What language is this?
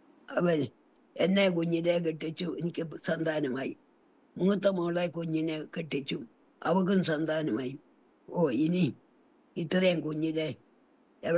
Malayalam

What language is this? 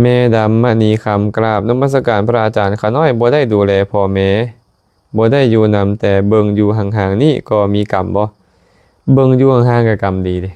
Lao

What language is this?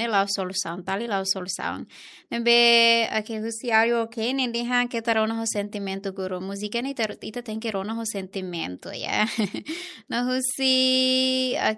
Tetum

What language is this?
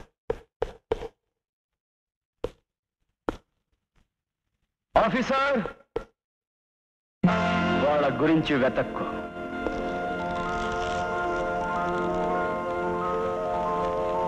Telugu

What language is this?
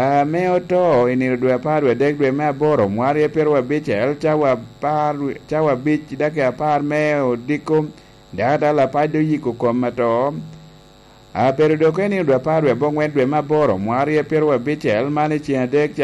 Lango (Uganda)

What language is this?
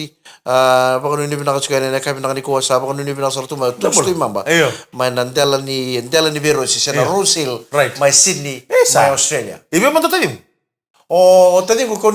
Fijian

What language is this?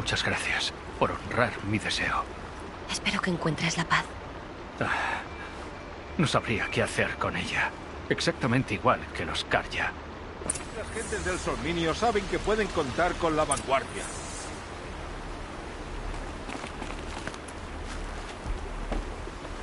Spanish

